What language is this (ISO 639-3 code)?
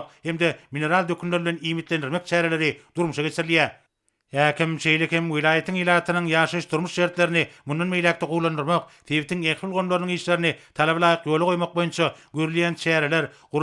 tuk